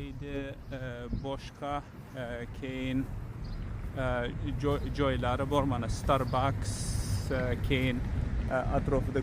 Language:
Uzbek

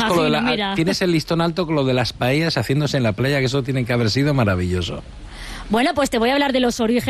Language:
Spanish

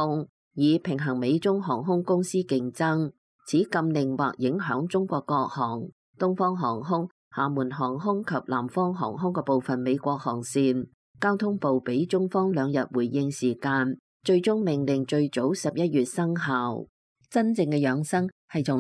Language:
Cantonese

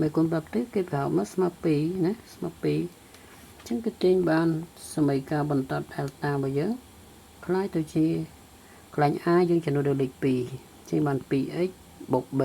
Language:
Khmer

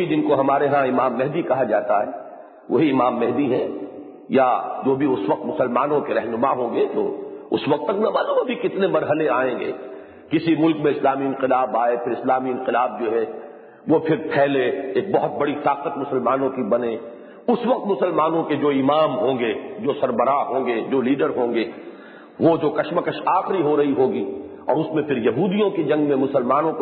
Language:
Urdu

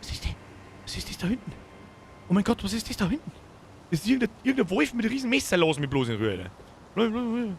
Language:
Bavarian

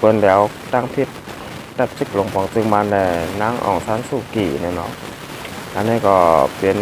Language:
Shan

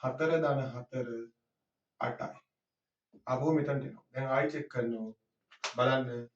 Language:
Sinhala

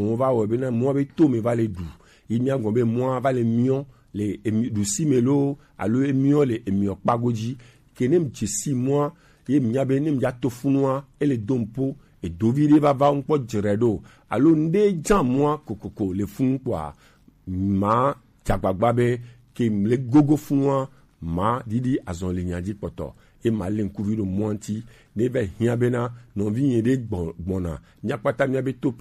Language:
Gen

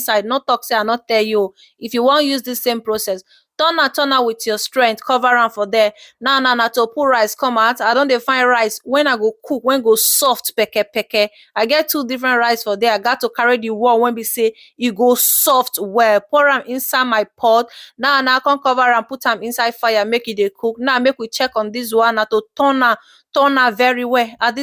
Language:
Nigerian Pidgin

